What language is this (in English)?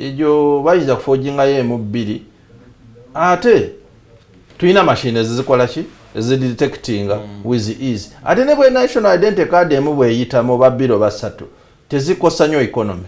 Ganda